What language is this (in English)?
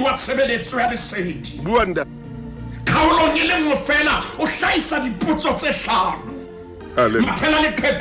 Southern Sotho